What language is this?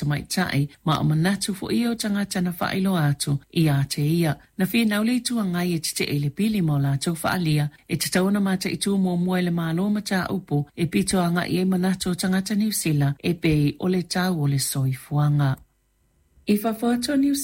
Samoan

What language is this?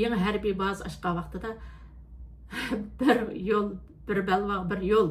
Uyghur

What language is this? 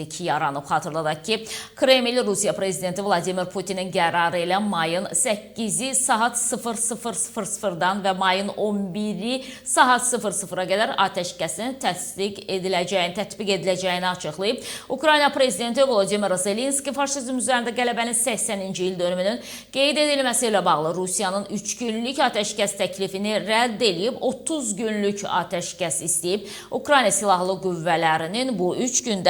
Azerbaijani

